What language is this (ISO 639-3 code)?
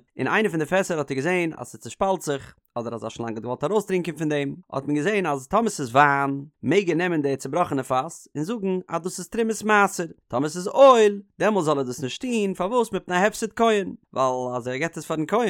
yid